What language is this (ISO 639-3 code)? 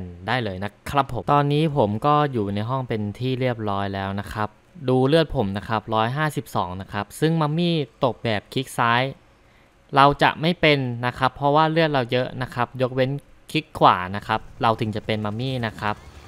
tha